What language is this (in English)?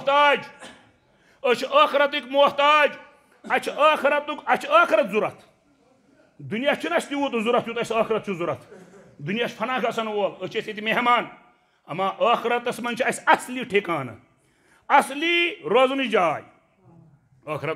Kashmiri